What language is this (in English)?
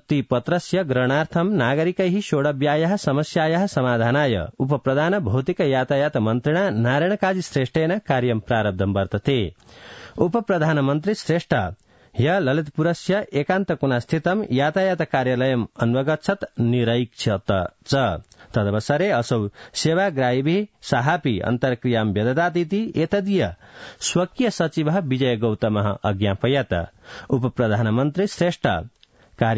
Sanskrit